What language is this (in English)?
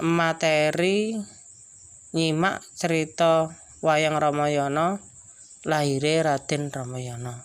Javanese